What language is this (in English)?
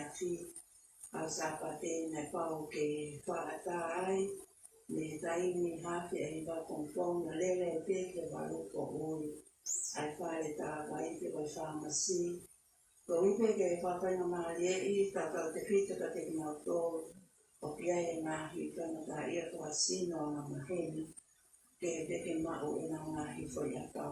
Tongan